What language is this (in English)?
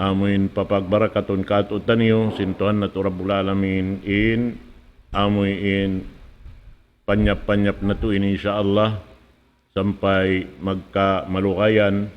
Tausug